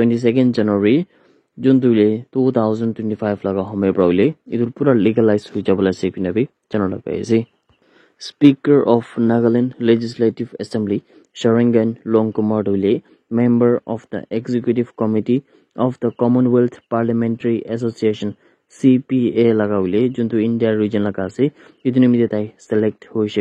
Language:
Naga Pidgin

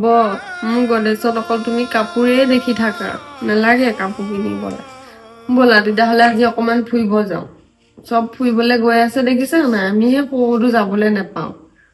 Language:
Assamese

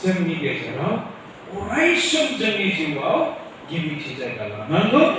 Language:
Bodo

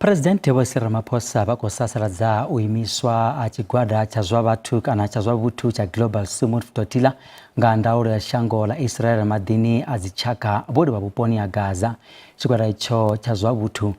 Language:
Venda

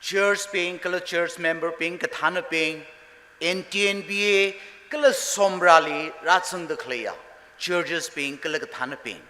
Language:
Tangkhul Naga (India)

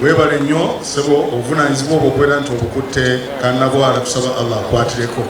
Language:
Soga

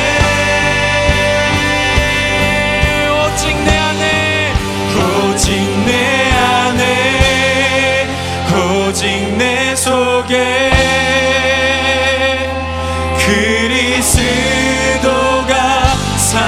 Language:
Korean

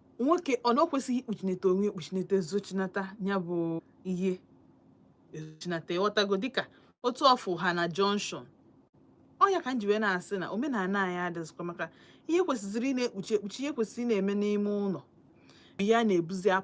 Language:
Igbo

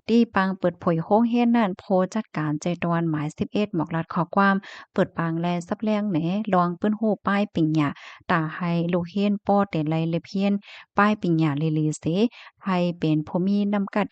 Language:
Shan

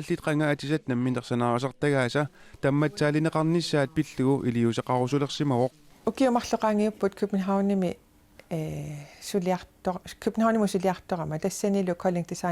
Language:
Kalaallisut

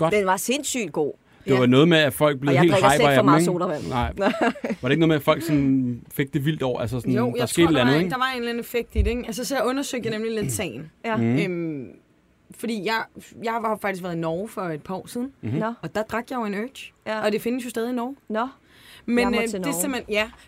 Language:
Danish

